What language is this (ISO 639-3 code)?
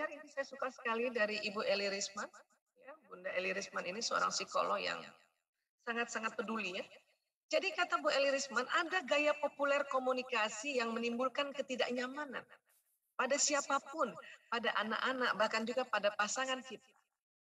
ind